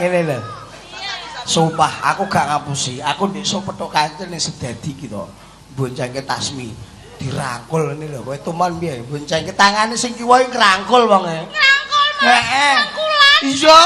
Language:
Javanese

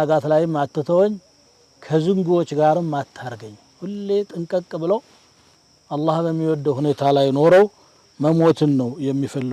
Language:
Amharic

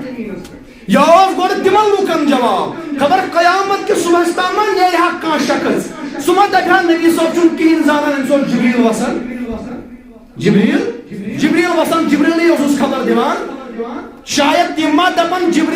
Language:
Kashmiri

